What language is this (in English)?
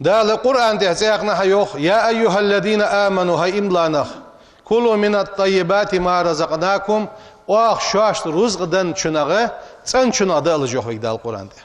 Ingush